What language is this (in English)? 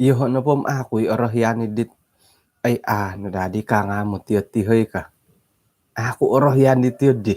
Central Dusun